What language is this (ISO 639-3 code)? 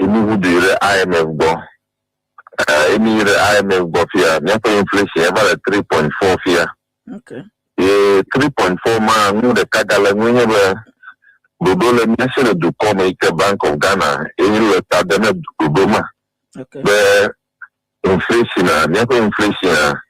ewe